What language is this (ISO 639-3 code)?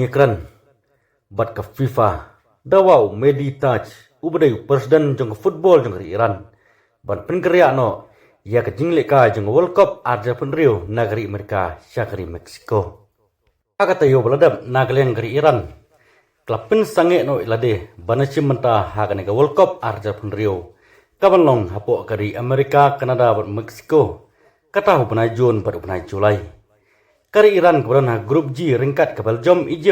kha